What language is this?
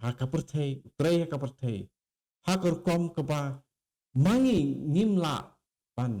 Khasi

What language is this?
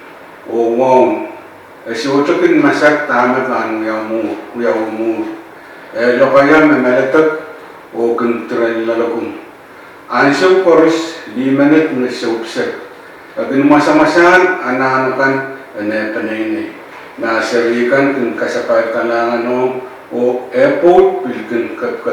Pohnpeian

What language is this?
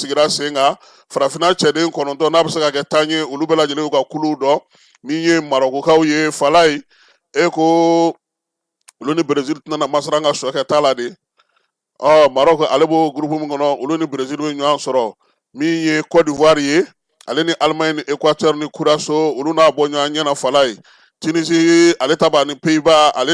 Bambara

